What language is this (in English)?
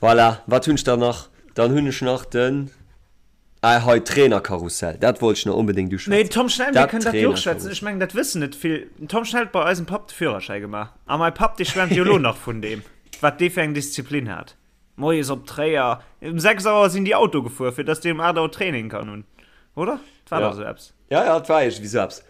Luxembourgish